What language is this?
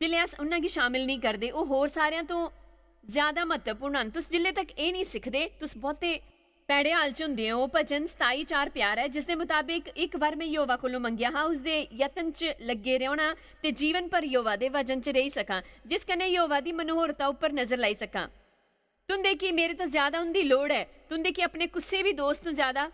Dogri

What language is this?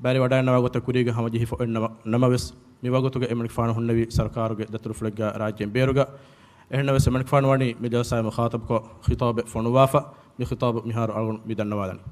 Divehi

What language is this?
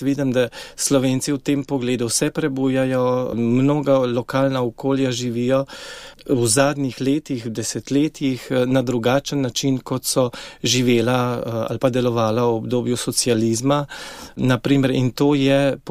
Slovenian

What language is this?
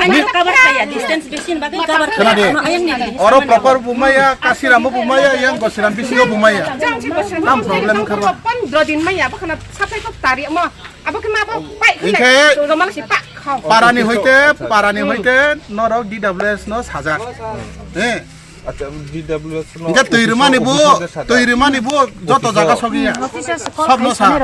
Riang (India)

